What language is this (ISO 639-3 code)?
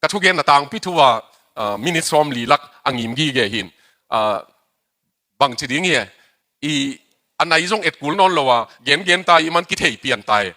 ctd